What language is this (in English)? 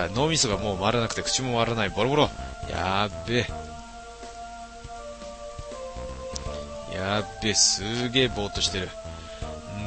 Japanese